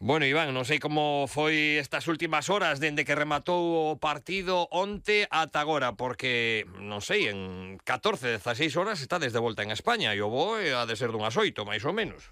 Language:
Galician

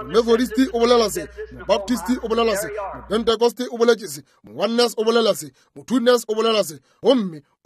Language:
Northern Sotho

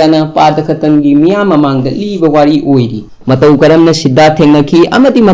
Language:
Manipuri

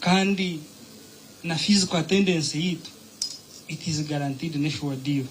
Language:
Nyankole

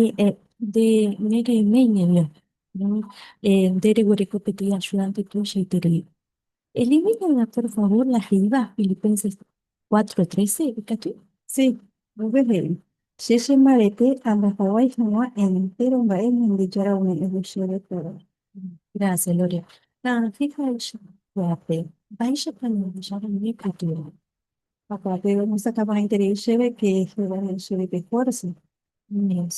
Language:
Guarani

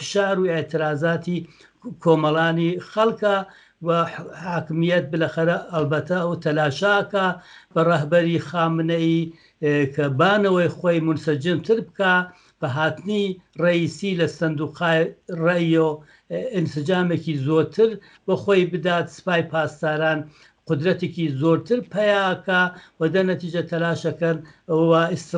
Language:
Central Kurdish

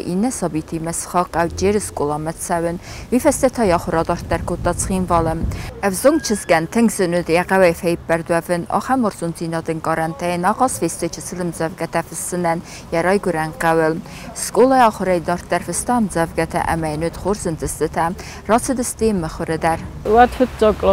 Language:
Ossetic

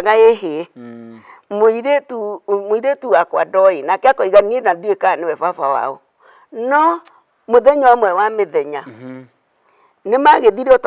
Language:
Kikuyu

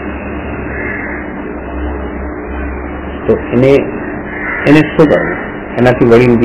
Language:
Gujarati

